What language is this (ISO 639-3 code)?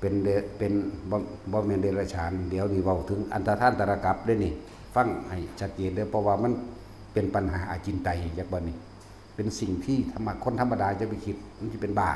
tts